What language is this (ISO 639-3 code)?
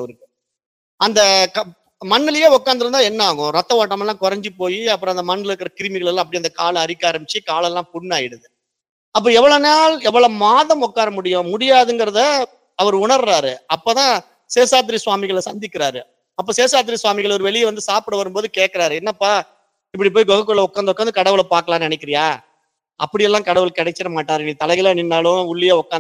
tam